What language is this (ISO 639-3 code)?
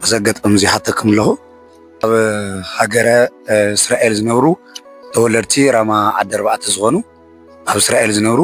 tir